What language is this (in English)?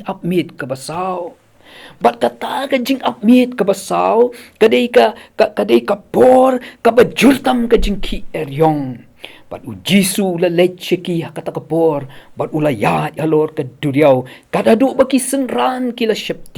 Khasi